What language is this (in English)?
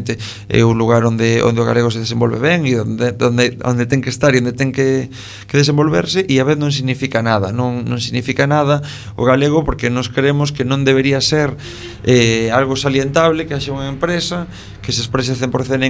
Galician